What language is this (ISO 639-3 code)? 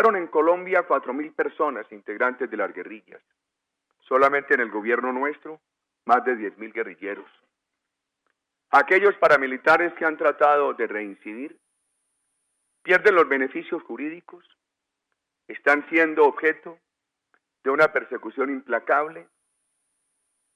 spa